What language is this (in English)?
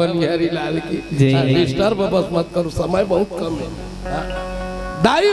Chhattisgarhi